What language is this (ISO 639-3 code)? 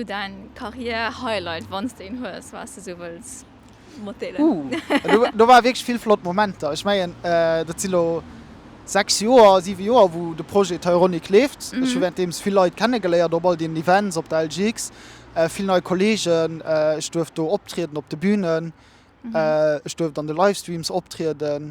ltz